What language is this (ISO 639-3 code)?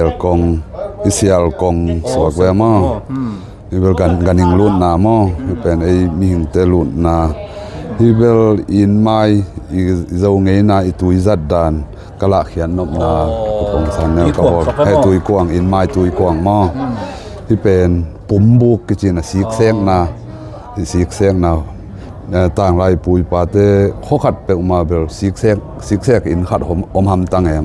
ctd